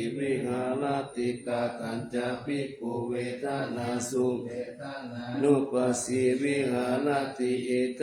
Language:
Pali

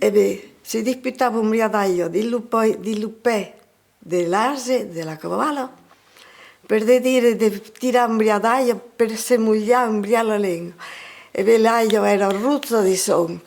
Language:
Occitan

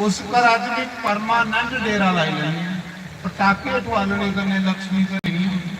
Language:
Dogri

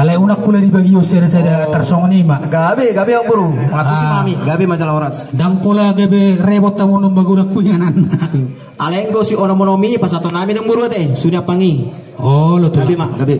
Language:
Batak Toba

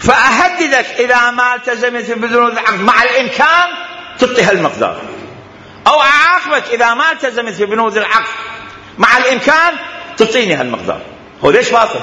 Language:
Mesopotamian Arabic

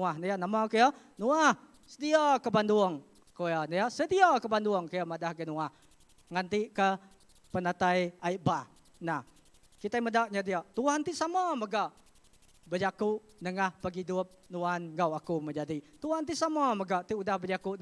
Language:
Iban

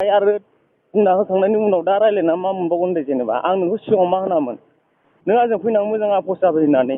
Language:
Bodo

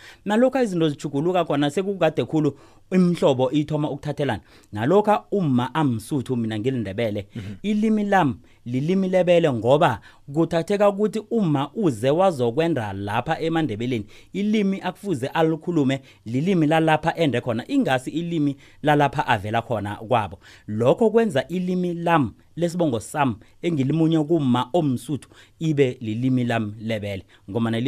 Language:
South Ndebele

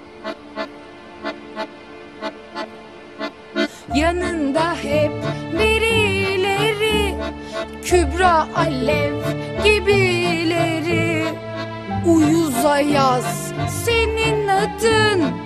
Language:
Turkish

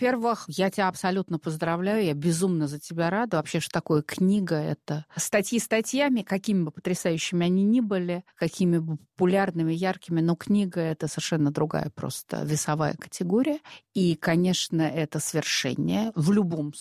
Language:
Russian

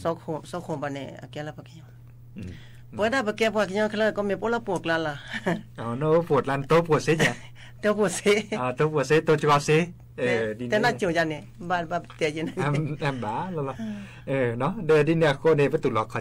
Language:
S'gaw Karen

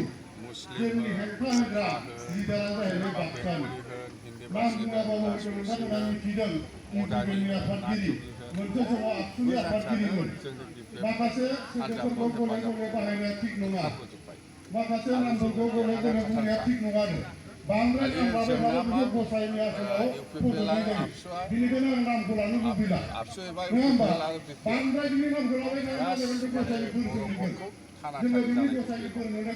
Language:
Bodo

